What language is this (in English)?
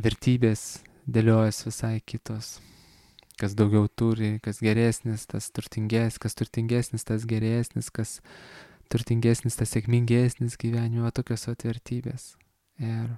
Lithuanian